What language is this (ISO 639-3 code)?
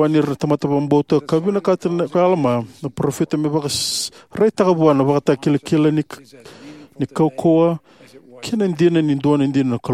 fij